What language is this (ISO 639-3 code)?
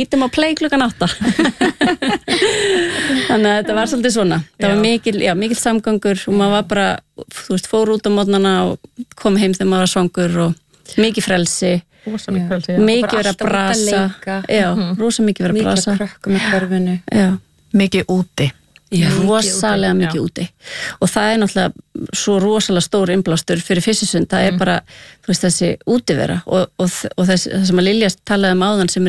isl